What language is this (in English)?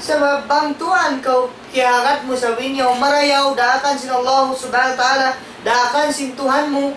Tausug